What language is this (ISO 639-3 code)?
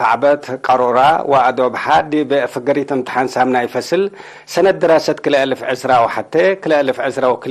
tig